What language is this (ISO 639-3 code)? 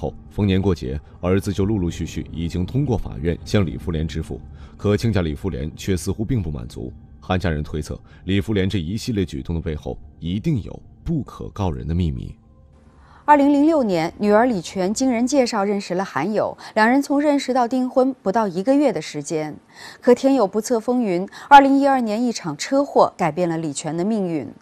zho